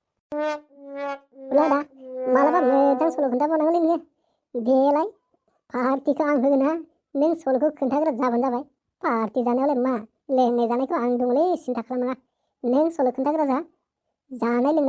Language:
Bodo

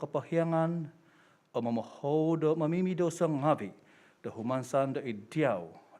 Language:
Central Dusun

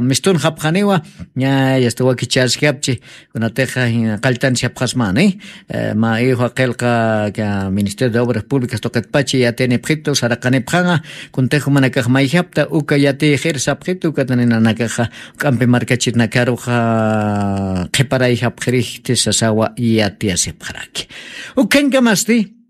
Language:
Aymara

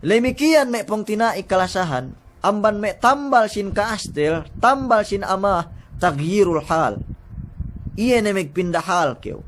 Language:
Yakan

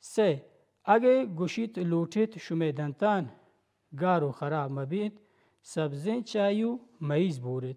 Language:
Baluchi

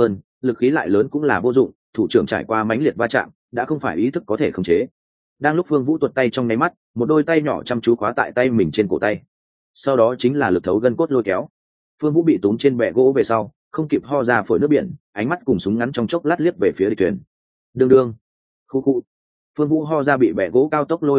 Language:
Vietnamese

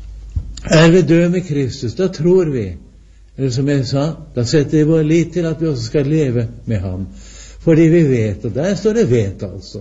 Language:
Norwegian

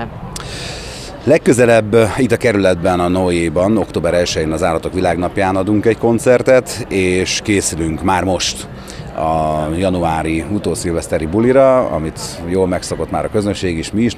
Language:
Hungarian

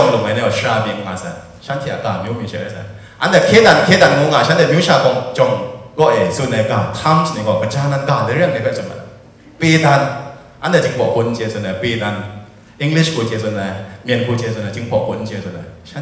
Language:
Kachin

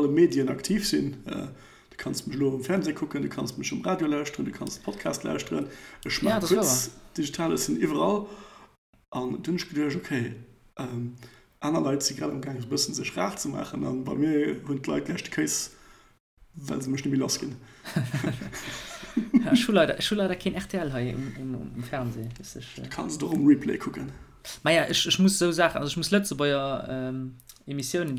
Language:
Luxembourgish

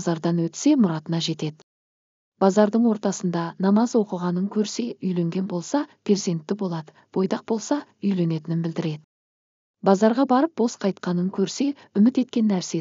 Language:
Kazakh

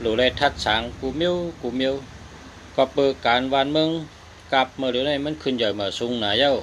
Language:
Shan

